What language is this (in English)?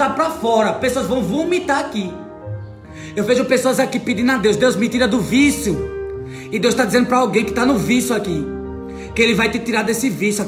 Portuguese